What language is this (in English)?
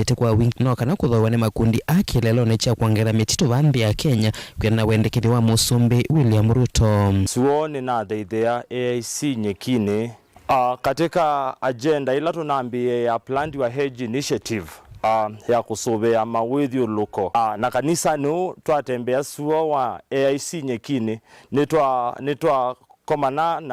Kamba